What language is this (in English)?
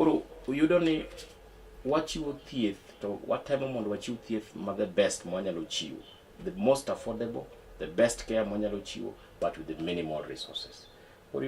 Luo (Kenya and Tanzania)